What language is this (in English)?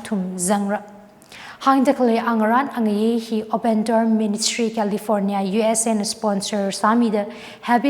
Tangkhul Naga (India)